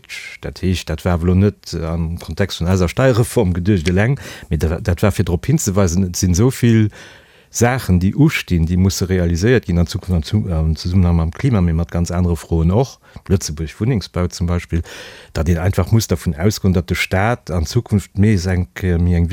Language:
Luxembourgish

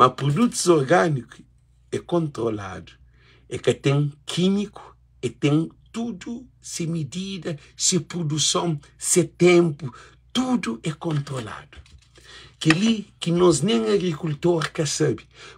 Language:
Kabuverdianu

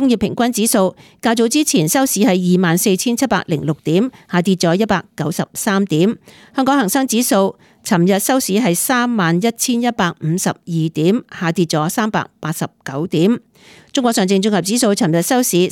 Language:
Cantonese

